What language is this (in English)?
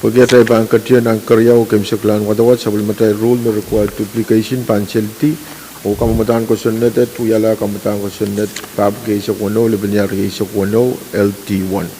Pohnpeian